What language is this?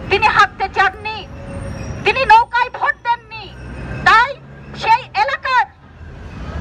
Bangla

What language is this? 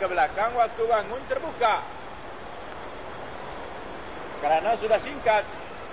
Malay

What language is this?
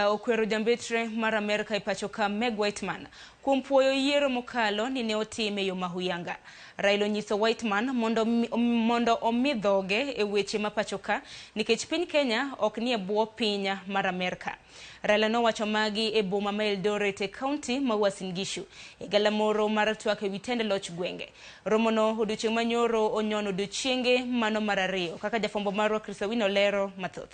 Luo (Kenya and Tanzania)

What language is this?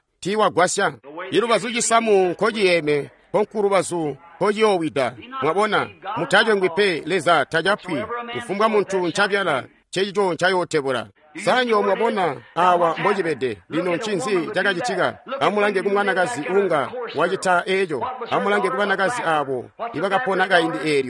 Tonga (Zambia)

